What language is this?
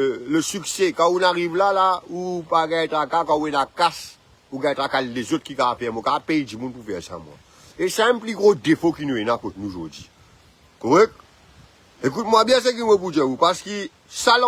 Morisyen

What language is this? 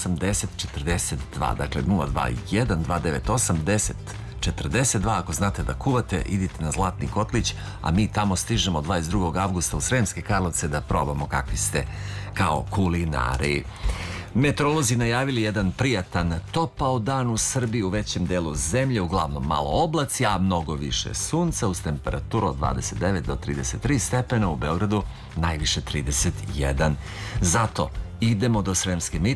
Serbian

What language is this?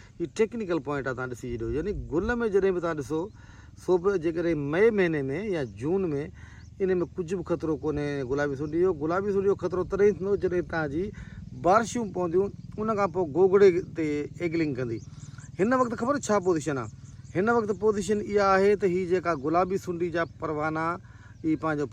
Sindhi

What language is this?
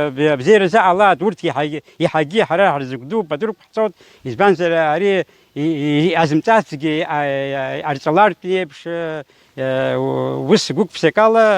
Abkhazian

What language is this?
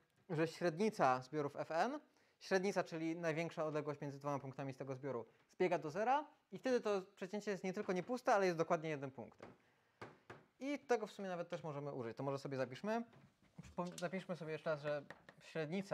Polish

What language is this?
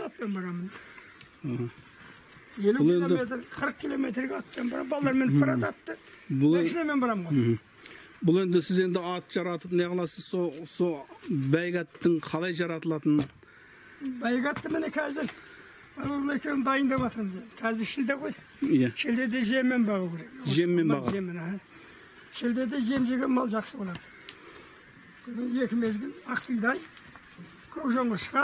Kazakh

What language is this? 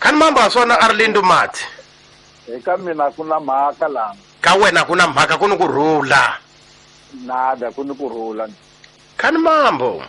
Tsonga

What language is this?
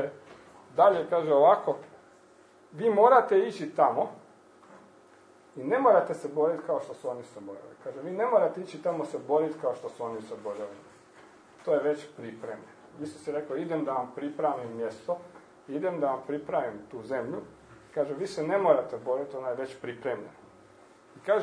Croatian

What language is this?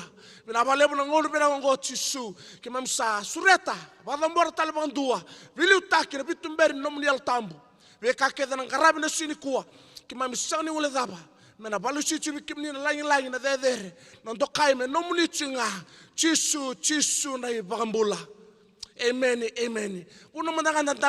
Fijian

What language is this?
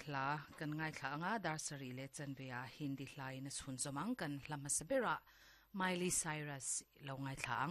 Mizo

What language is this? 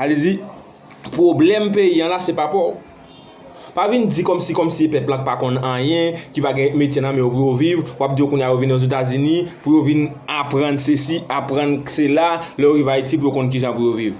Haitian Creole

